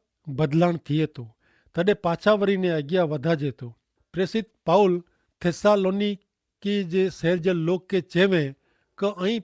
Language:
Kachhi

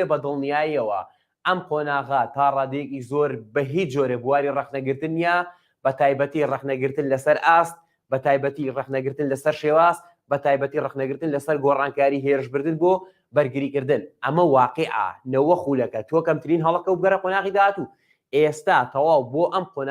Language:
Central Kurdish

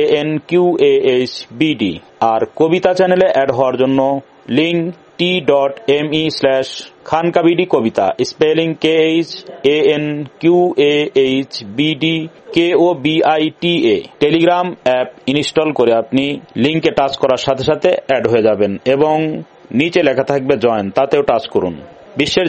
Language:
Bangla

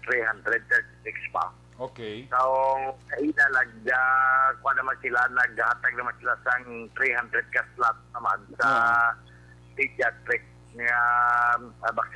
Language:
Hiligaynon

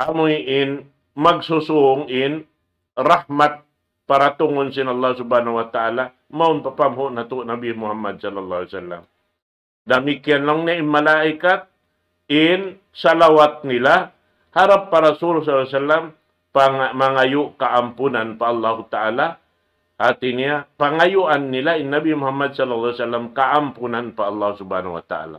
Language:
Tausug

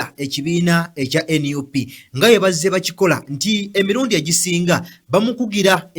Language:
Ganda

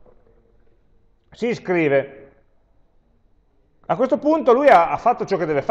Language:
Italian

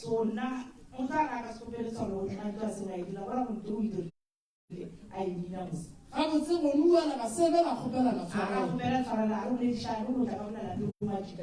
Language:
Northern Sotho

